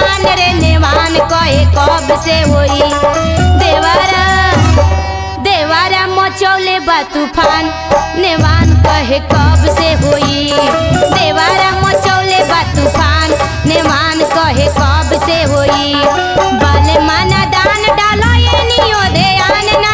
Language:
Bhojpuri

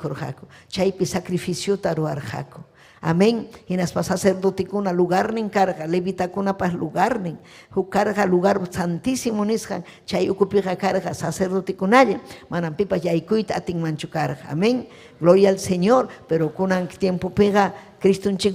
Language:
Ayacucho Quechua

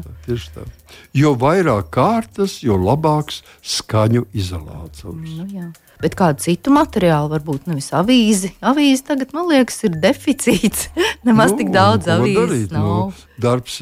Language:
Latvian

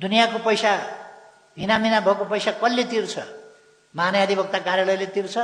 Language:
Nepali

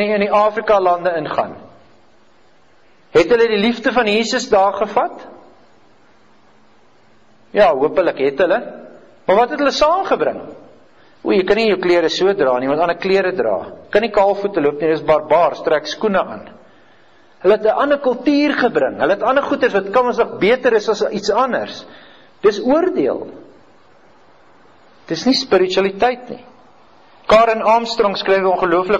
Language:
Afrikaans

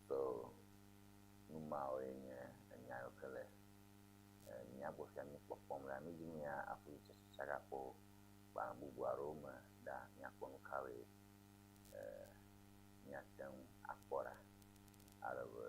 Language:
Ewe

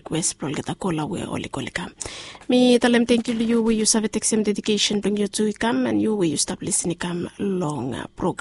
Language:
Bislama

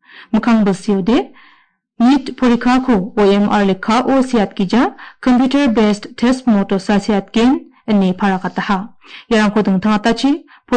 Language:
Garo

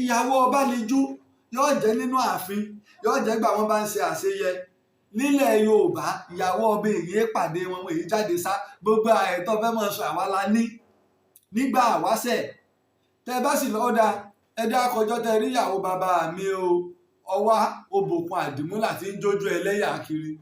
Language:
Yoruba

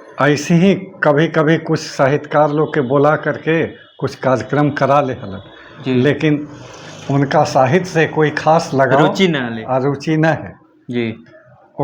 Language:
Magahi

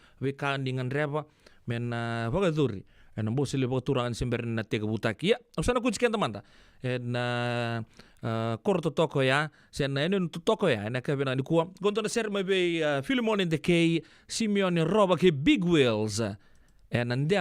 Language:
Fijian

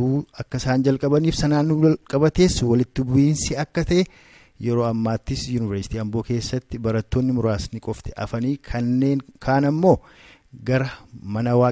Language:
Oromo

